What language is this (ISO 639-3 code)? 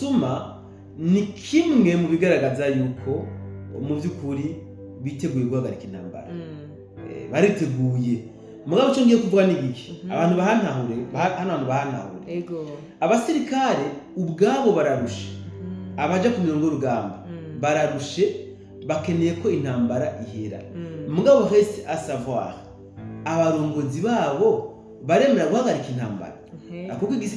run